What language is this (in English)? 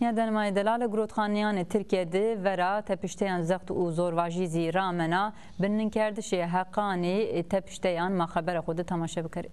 Zaza